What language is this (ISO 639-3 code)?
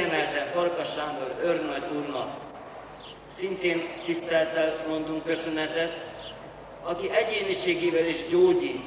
hun